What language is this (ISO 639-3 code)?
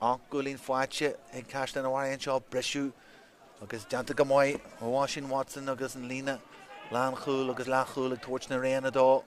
gle